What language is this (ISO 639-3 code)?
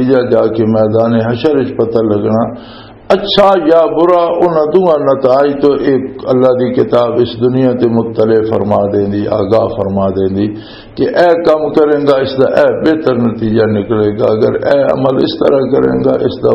lah